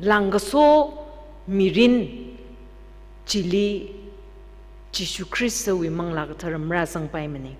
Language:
Tangkhul Naga (India)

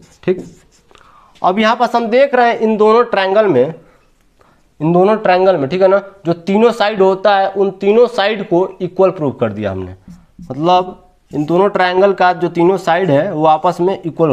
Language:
Hindi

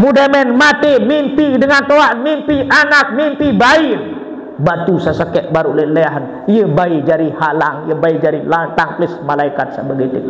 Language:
Sasak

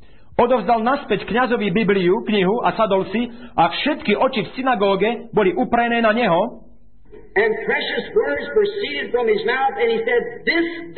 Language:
Slovak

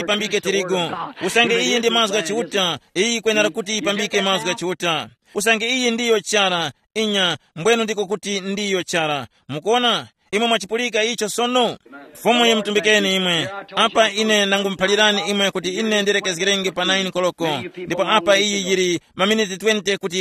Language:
Tumbuka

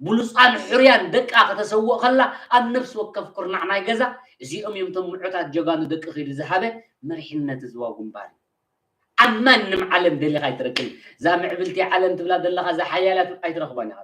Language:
Tigrinya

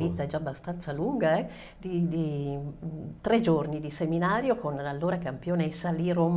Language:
Italian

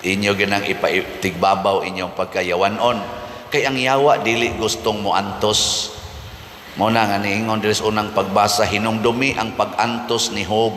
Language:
Cebuano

